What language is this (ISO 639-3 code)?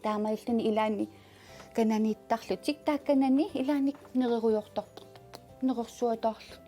kal